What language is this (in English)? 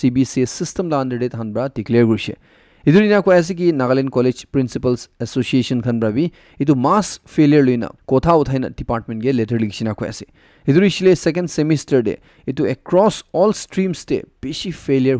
Naga Pidgin